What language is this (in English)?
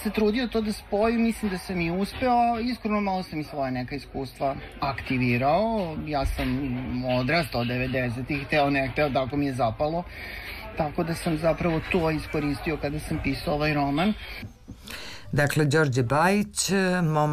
Serbian